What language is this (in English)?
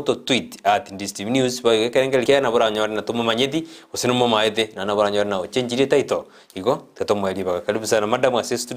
Gusii